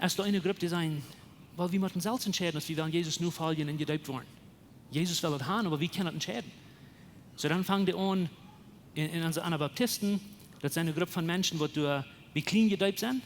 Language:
Plautdietsch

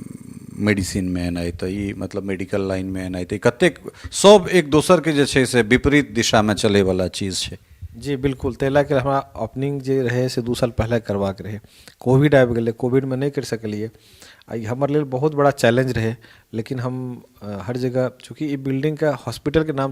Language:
Maithili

